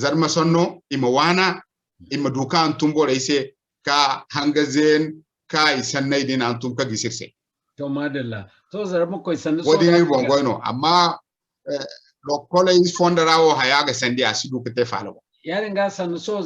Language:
Zarma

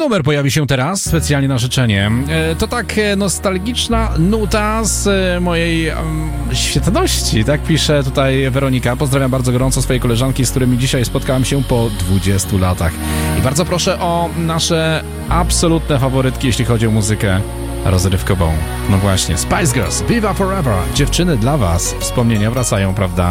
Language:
Polish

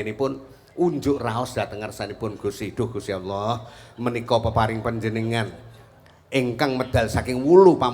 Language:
Javanese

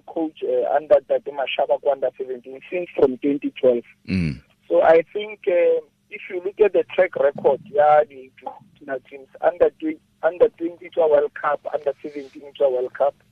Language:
Tswana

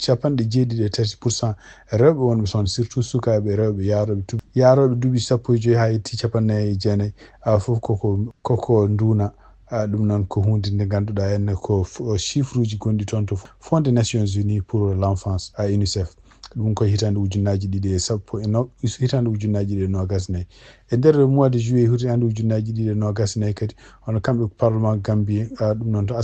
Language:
Fula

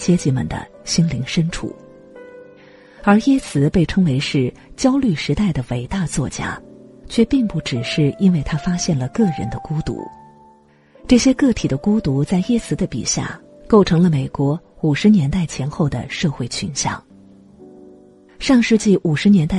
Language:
Chinese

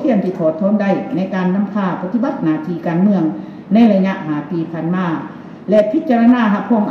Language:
Lao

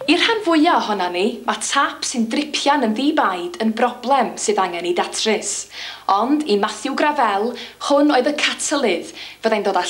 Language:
Welsh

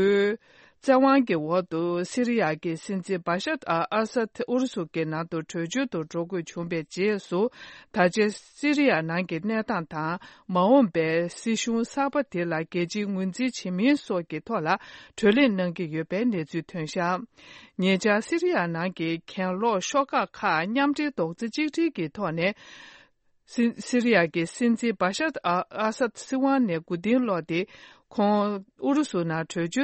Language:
Tibetan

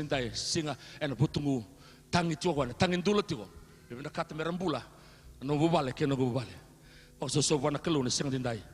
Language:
Fijian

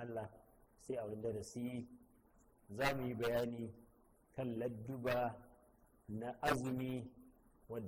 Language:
Hausa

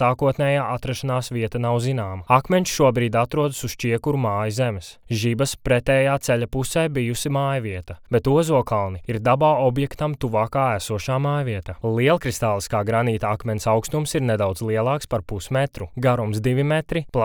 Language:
Latvian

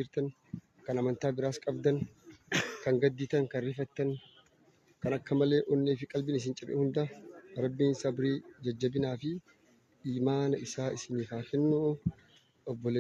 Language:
Oromo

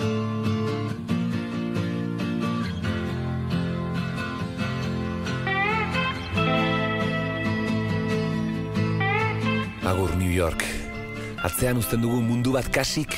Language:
Basque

